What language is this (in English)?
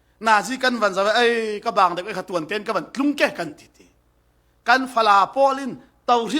Falam Chin